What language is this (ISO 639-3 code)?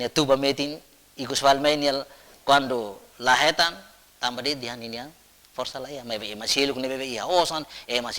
tet